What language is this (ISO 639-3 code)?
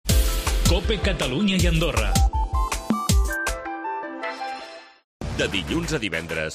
cat